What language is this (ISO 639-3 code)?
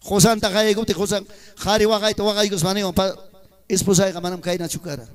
quy